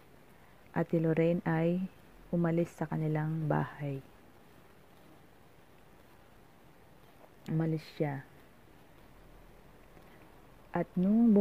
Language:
Filipino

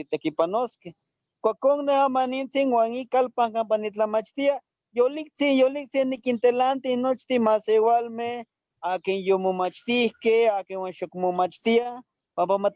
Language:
Eastern Huasteca Nahuatl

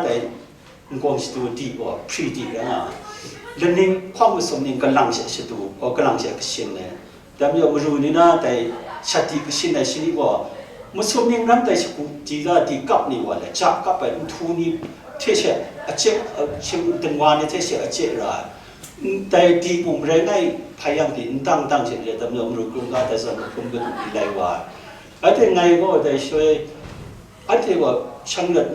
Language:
Kachin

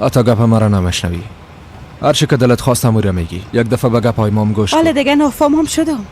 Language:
Persian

